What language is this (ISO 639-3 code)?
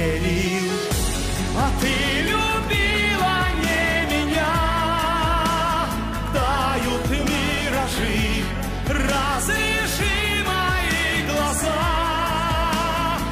rus